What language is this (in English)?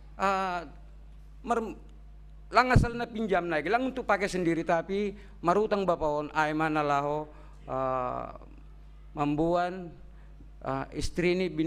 Batak Simalungun